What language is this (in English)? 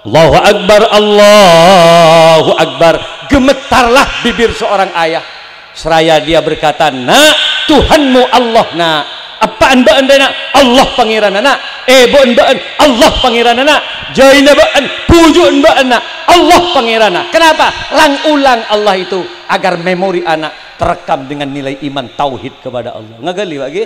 Madurese